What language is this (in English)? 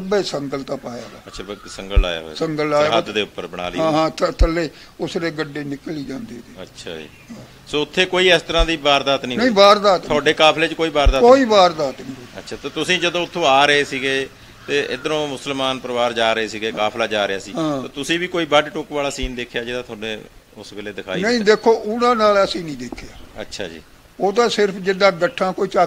Punjabi